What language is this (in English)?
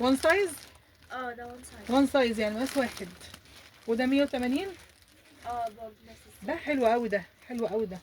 Egyptian Arabic